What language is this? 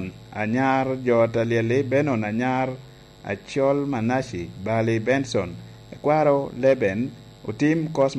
Lango (Uganda)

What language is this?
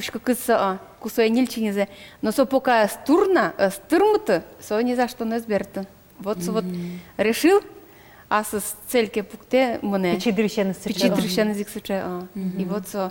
Udmurt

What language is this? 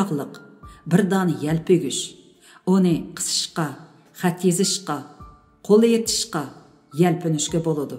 Uyghur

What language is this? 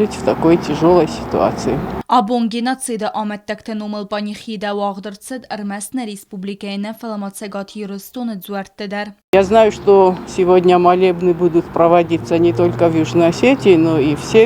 Ossetic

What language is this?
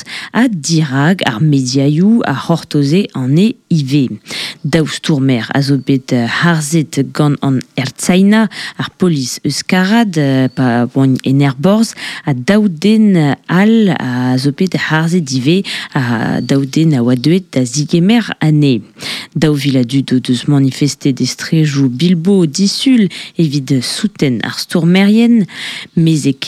Breton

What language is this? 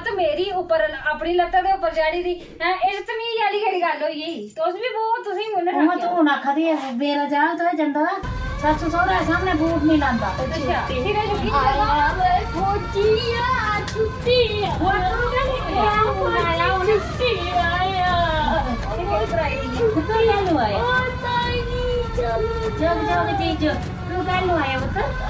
Dogri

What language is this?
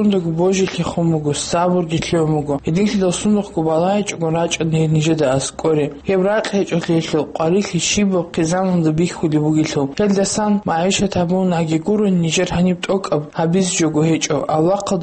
Avaric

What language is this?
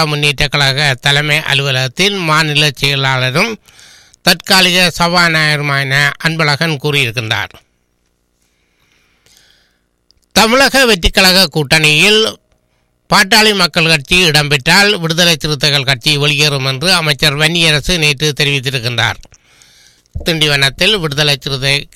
Tamil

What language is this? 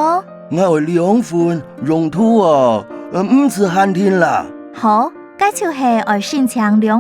Hakka Chinese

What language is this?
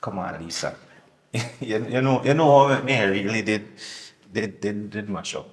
Jamaican Creole English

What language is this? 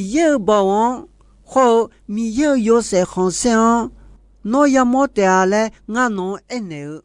Akha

